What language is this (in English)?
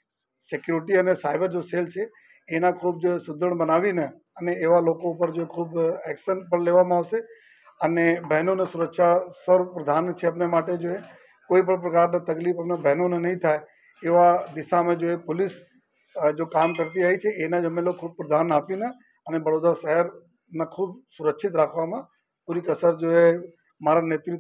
Gujarati